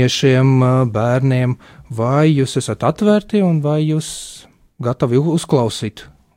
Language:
Latvian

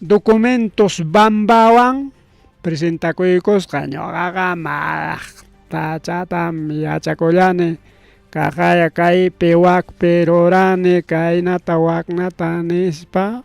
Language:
Ayacucho Quechua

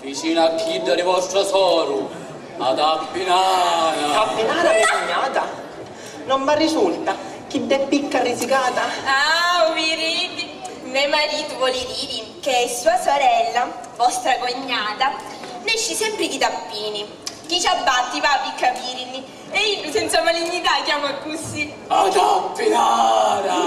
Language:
Sicilian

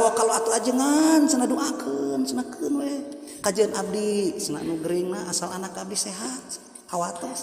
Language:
Sundanese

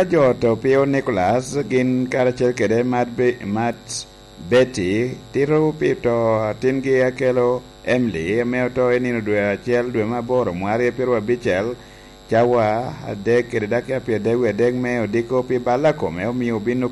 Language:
Lango (Uganda)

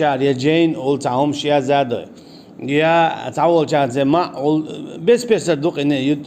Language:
Chechen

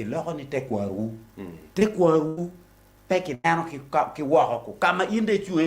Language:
Acoli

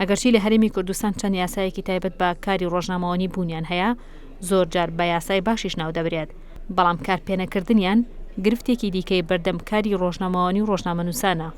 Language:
Central Kurdish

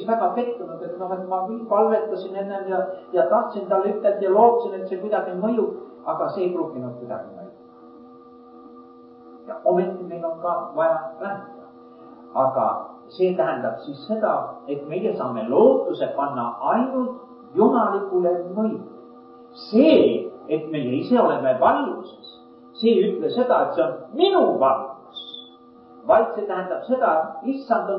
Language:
Estonian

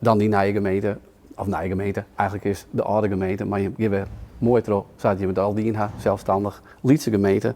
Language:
Western Frisian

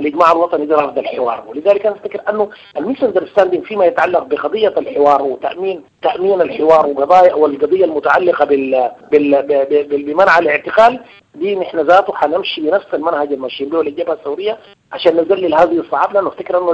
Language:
Sudanese Arabic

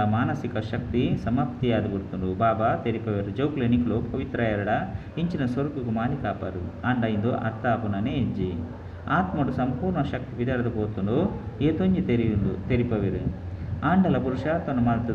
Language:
Tulu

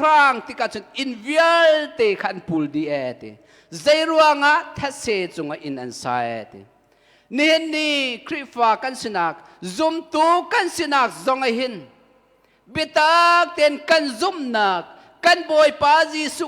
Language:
Hakha Chin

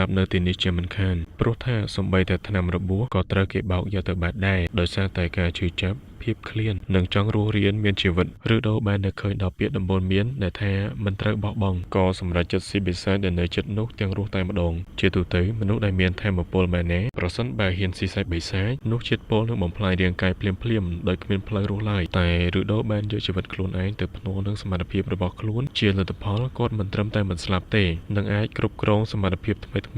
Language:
Khmer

